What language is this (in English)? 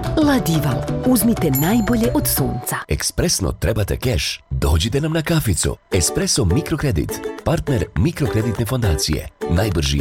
Bosnian